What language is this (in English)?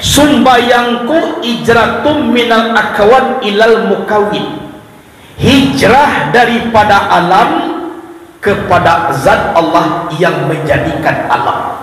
Minangkabau